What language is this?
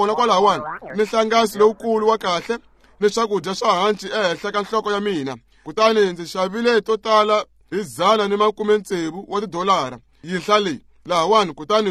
Tsonga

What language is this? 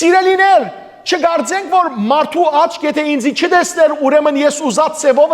Western Armenian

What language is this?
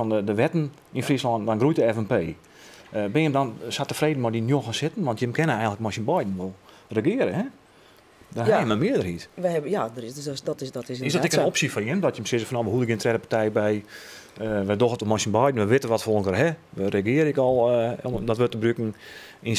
Western Frisian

